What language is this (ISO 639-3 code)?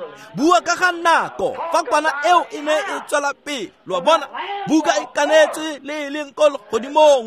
tsn